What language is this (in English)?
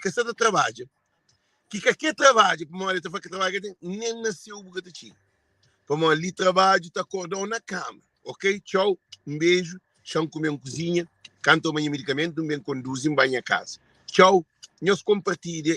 Kabuverdianu